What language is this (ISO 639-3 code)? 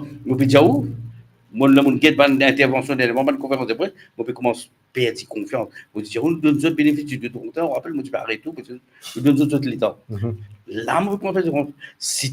mfe